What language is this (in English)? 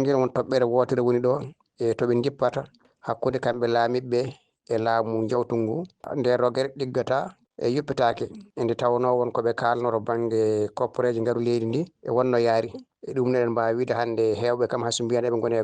Fula